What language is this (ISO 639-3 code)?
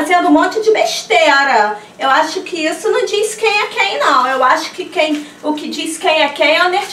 por